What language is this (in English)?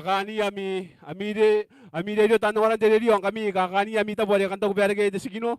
Gilbertese